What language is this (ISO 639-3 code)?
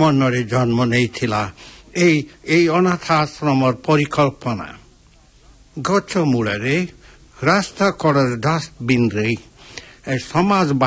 ori